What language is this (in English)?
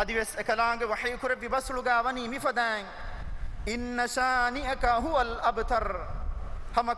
Divehi